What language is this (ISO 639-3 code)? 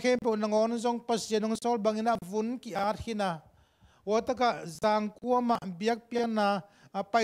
ctd